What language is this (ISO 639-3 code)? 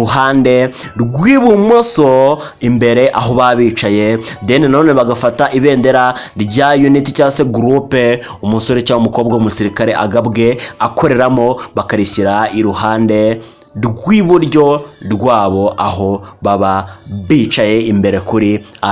kin